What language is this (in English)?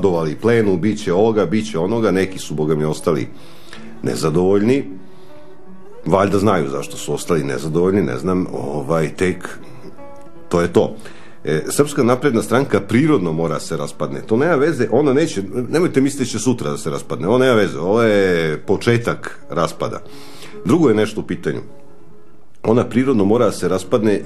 Serbian